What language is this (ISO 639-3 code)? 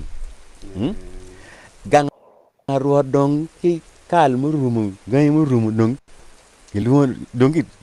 ach